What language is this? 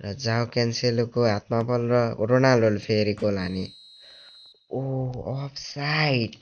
Nepali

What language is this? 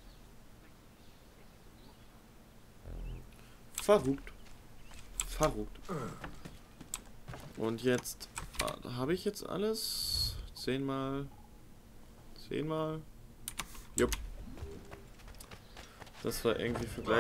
German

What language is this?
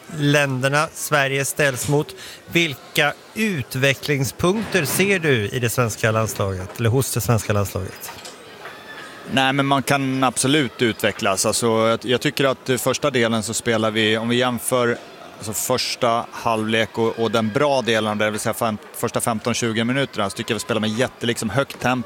Swedish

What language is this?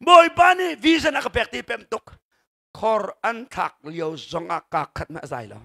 Hakha Chin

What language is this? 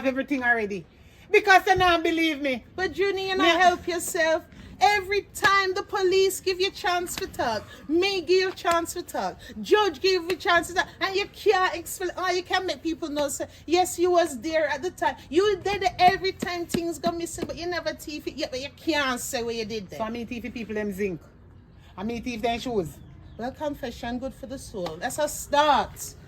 Jamaican Creole English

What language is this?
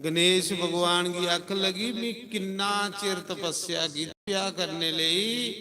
Dogri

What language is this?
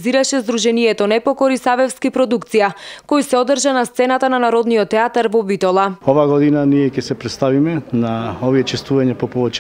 Macedonian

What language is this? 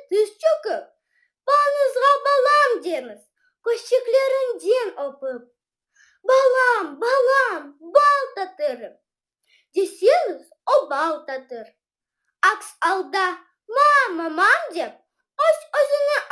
Crimean Tatar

